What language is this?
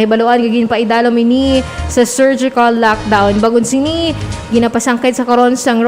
Hiligaynon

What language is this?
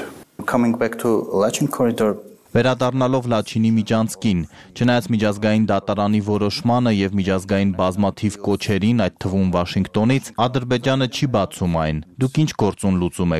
Armenian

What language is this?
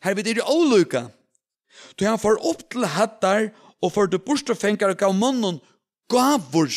Faroese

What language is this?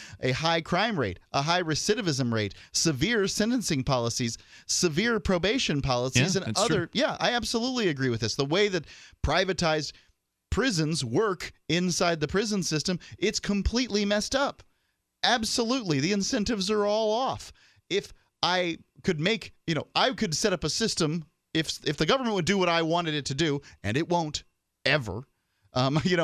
English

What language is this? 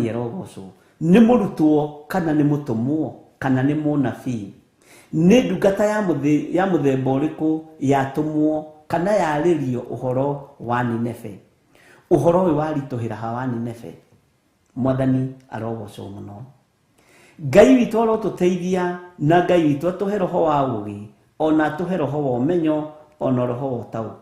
Kikuyu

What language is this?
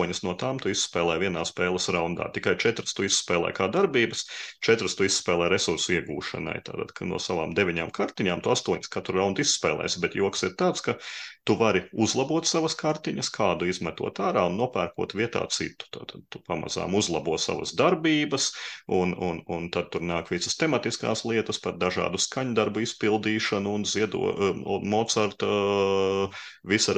Latvian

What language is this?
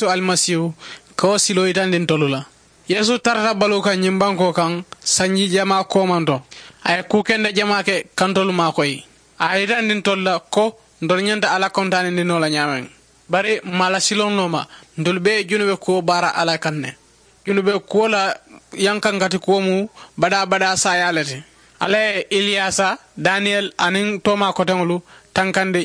Mandingo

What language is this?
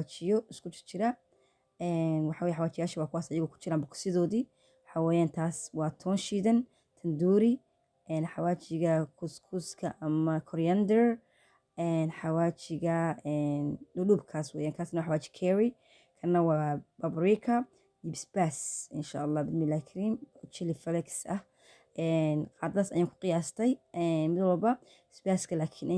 Somali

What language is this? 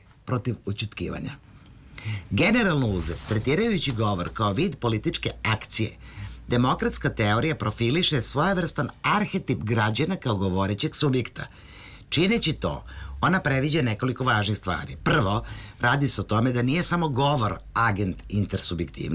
Serbian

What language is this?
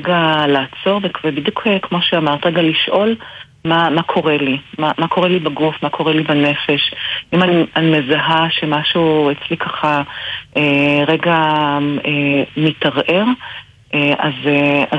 Hebrew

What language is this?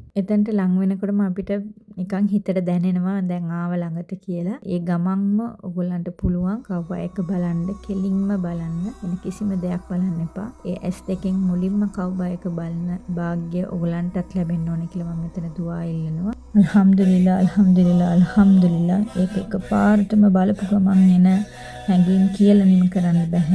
Sinhala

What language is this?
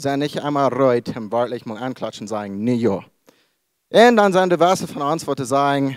Plautdietsch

